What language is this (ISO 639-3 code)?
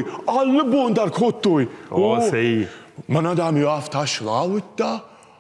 oss